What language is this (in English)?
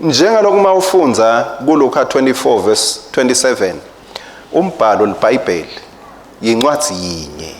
Swati